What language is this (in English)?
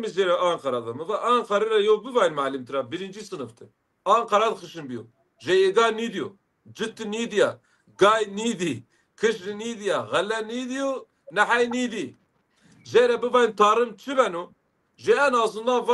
Zaza